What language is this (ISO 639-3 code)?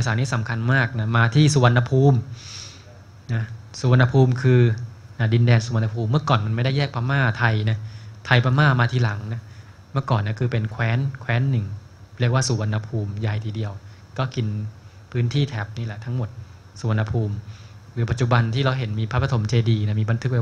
tha